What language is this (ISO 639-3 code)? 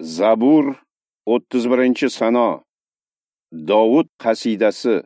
uzb